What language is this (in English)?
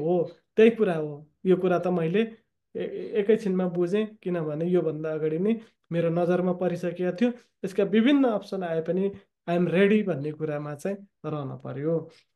Nepali